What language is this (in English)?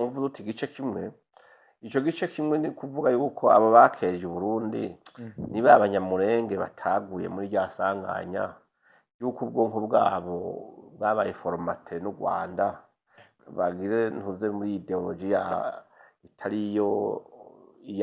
Rundi